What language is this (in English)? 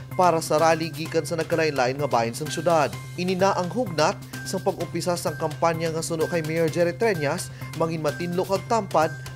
Hiligaynon